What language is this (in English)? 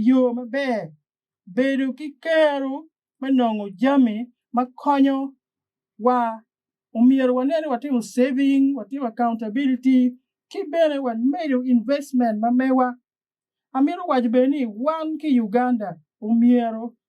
Acoli